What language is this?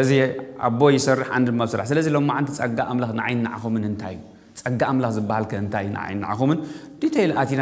Tigrinya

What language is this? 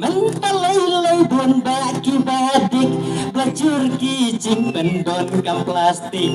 Khasi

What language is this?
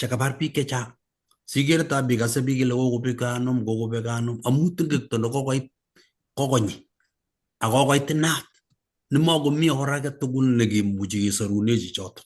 Kalenjin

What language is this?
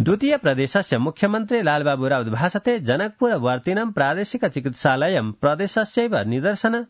Sanskrit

